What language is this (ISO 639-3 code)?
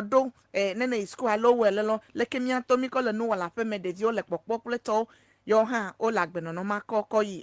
ewe